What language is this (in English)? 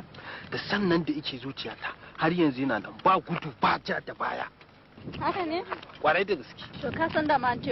Hausa